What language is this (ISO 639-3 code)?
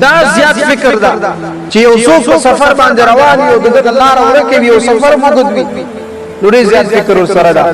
pus